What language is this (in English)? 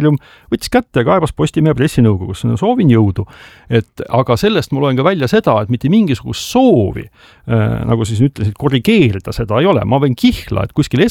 Estonian